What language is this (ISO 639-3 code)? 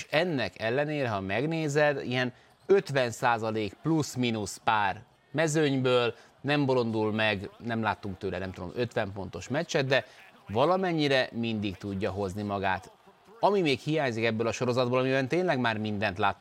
hun